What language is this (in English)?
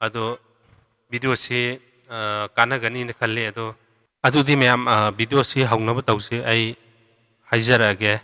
Manipuri